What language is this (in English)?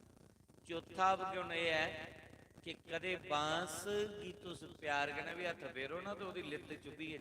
Dogri